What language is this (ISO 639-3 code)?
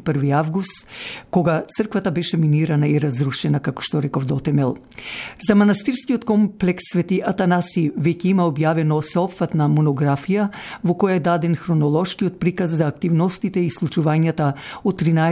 mkd